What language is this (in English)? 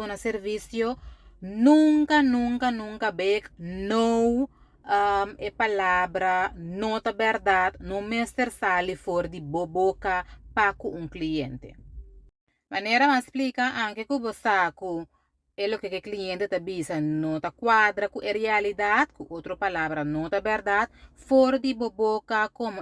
Papiamento